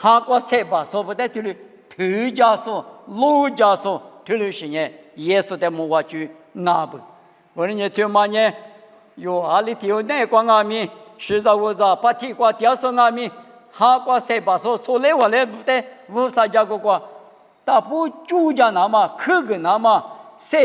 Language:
Lisu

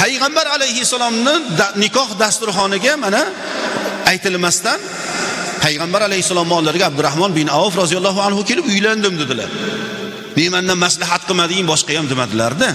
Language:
Uzbek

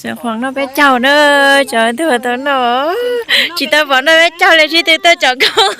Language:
Hmong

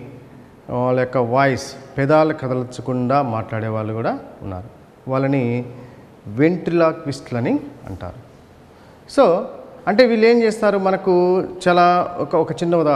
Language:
Telugu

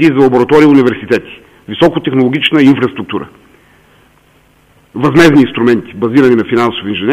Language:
Bulgarian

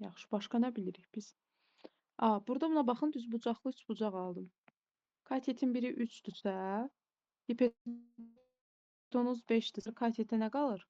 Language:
Azerbaijani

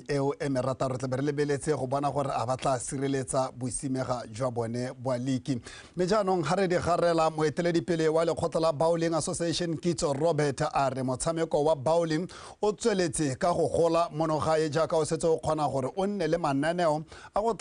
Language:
Tswana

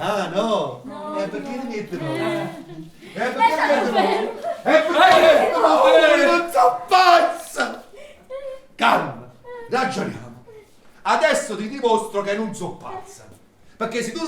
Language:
Neapolitan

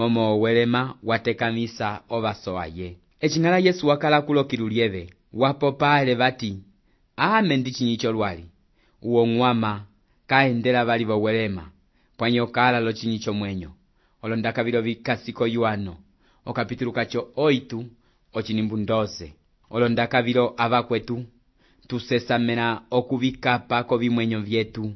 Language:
Umbundu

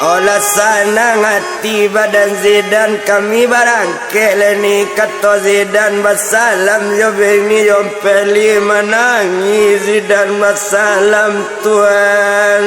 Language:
Minangkabau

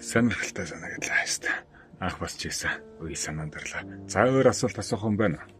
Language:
Mongolian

